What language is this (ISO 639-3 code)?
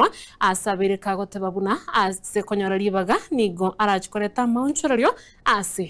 guz